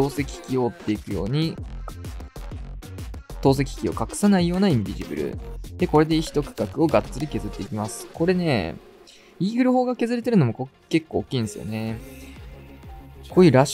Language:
Japanese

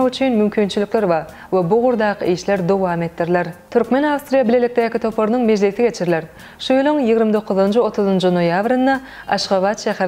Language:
Turkmen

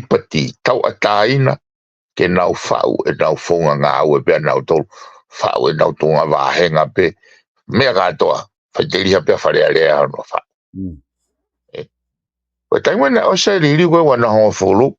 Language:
Tongan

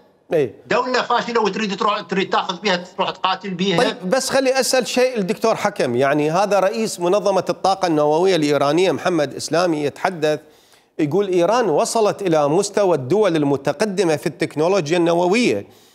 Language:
Mesopotamian Arabic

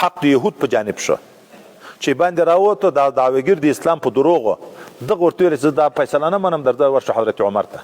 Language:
Pashto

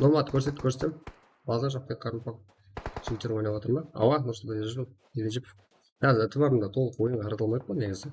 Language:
Kara-Kalpak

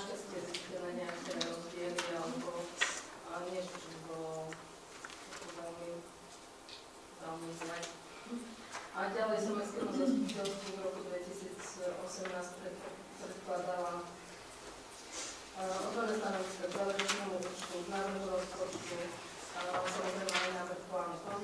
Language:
Slovak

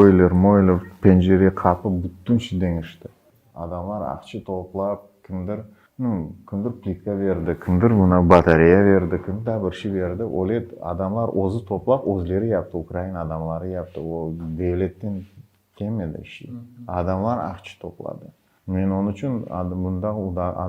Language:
Crimean Tatar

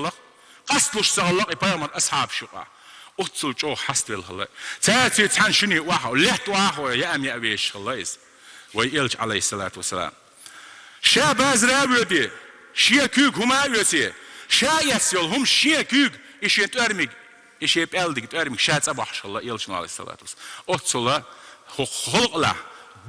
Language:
Chechen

